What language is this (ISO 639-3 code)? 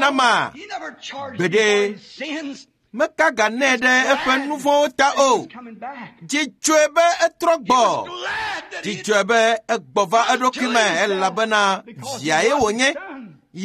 ewe